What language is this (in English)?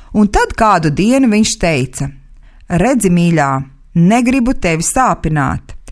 Latvian